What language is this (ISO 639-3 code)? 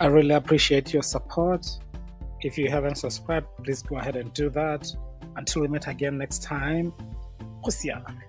tsn